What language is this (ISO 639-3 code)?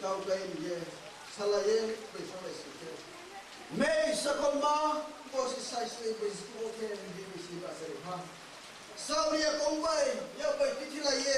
ria